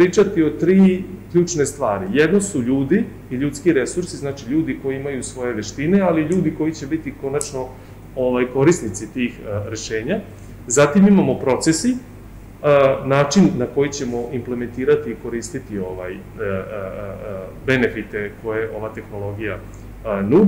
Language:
Serbian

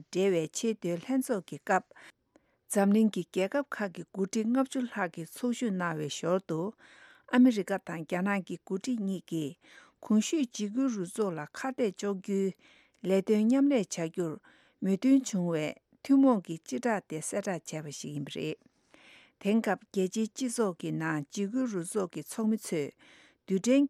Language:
Tibetan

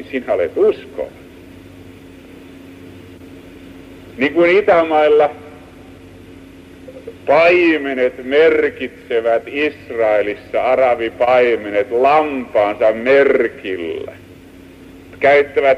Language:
Finnish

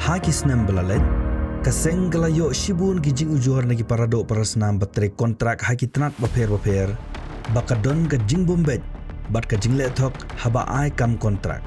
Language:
Khasi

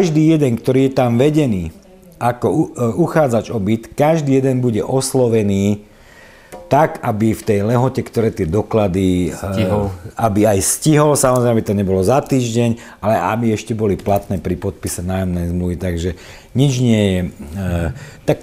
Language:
Slovak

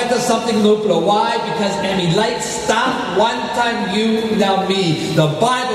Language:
Tok Pisin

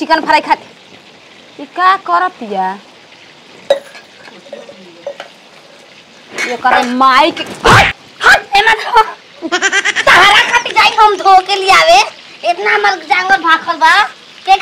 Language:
Bhojpuri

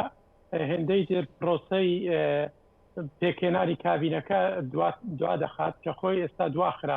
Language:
Central Kurdish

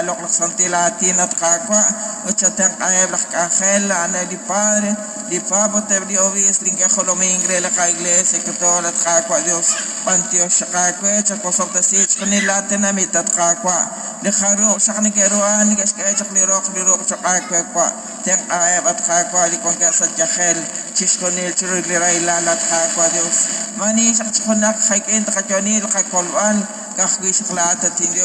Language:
Kekchí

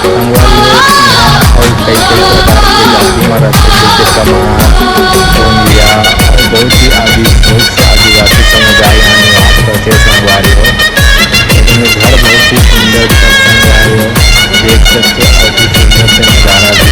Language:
Chhattisgarhi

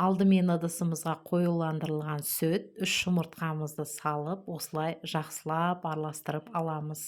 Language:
Kazakh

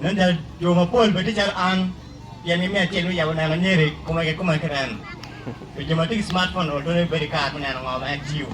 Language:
Acoli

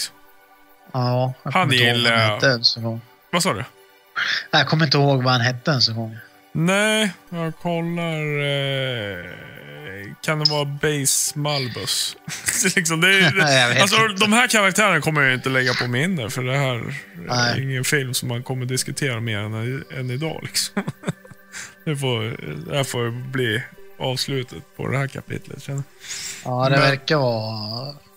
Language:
Swedish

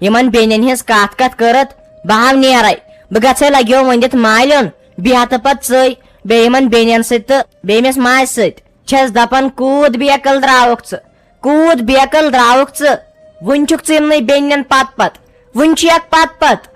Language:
Kashmiri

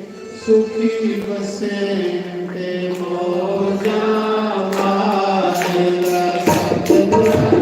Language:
Dogri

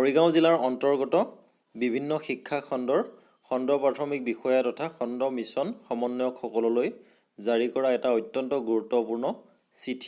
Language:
Assamese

